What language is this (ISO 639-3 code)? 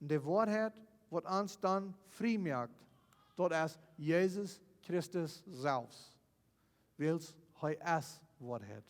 pdt